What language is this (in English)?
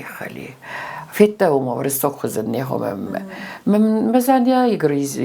Ossetic